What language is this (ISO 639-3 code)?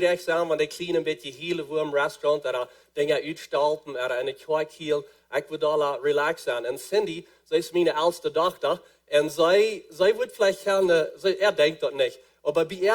pdt